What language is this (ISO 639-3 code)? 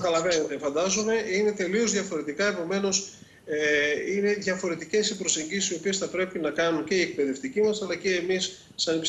ell